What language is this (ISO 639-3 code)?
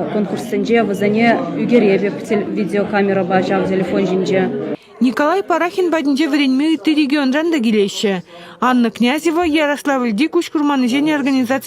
chv